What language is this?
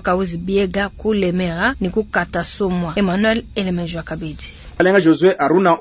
Luba-Lulua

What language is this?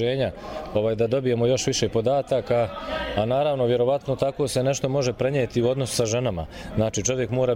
Bosnian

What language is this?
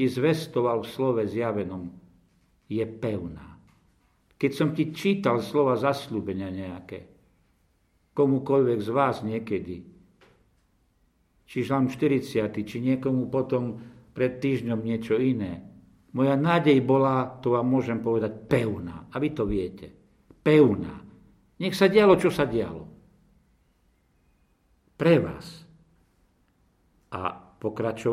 Slovak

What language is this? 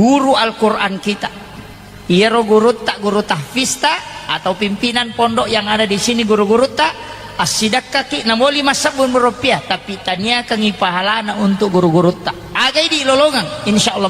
Buginese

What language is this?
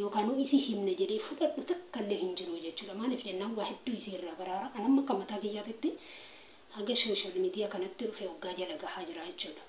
Oromo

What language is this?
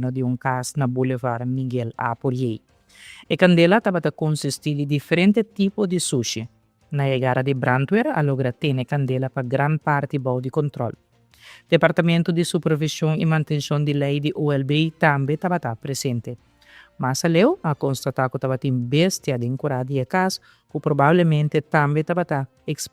Papiamento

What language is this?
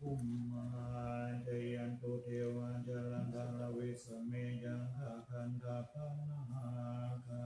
Pali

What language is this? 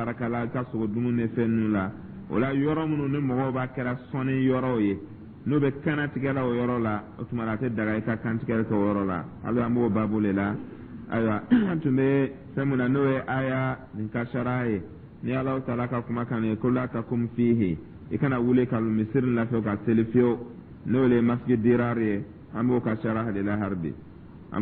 Dyula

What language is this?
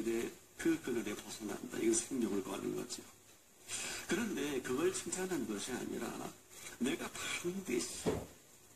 Korean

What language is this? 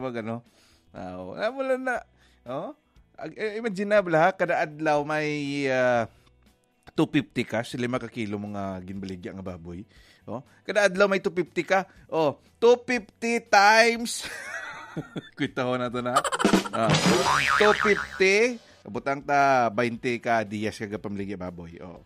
Hiligaynon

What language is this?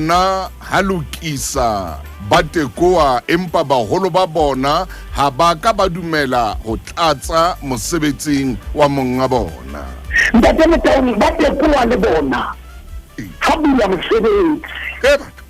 Southern Sotho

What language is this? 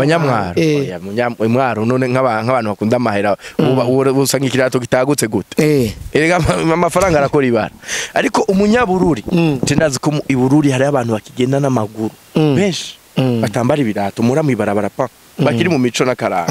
Rundi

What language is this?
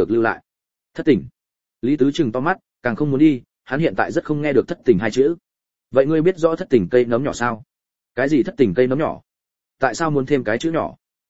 Vietnamese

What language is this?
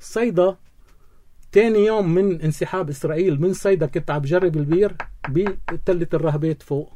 North Levantine Arabic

